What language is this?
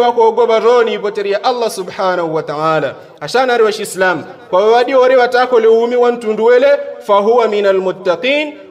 Yao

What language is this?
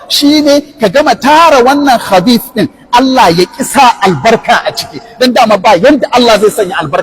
Hausa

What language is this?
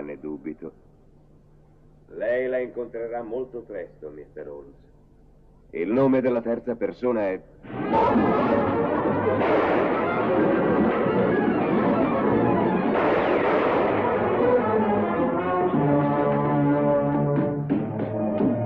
Italian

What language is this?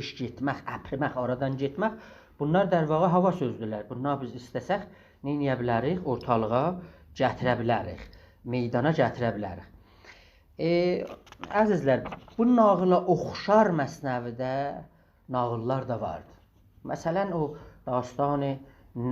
South Azerbaijani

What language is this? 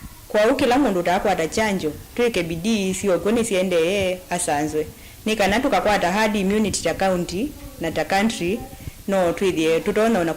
Kamba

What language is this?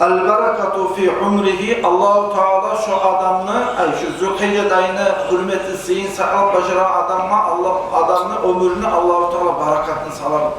Kumyk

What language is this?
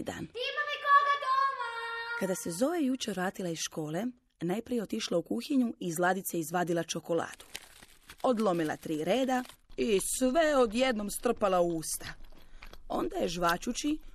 Croatian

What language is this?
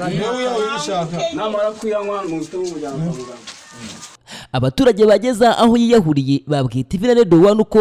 Kinyarwanda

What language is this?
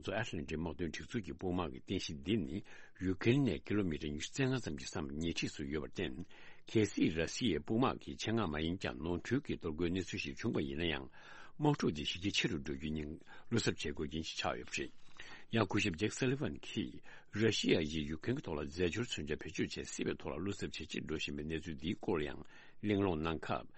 Tibetan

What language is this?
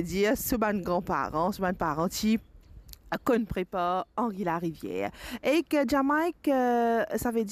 Morisyen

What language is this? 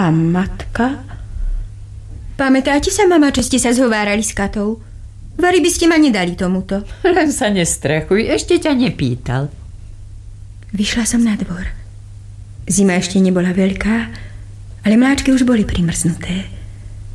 Slovak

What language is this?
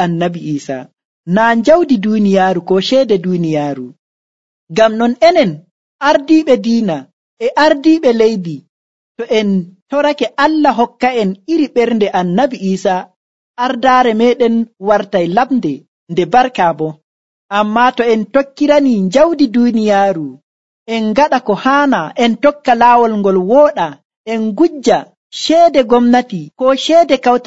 Nigerian Fulfulde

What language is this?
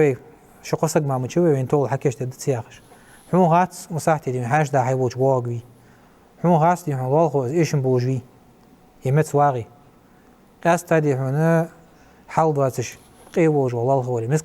Ingush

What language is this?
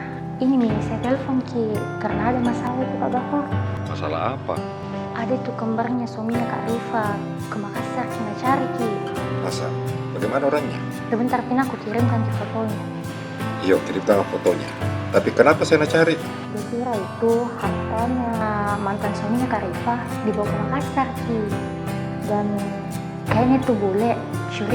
Makassar Malay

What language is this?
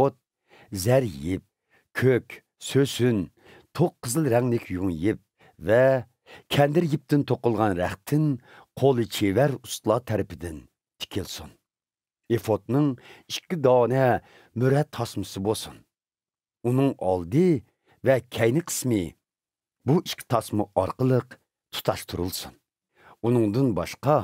Uyghur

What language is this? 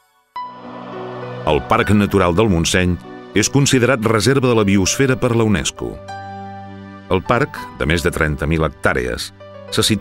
Catalan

